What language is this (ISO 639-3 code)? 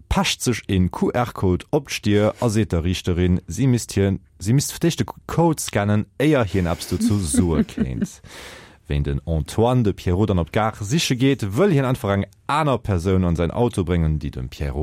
ltz